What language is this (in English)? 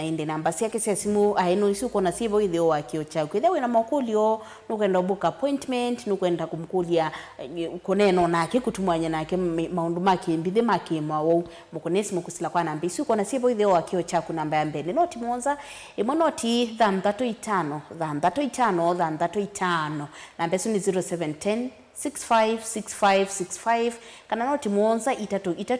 Kamba